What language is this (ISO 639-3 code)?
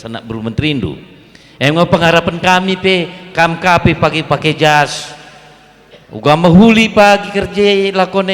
btx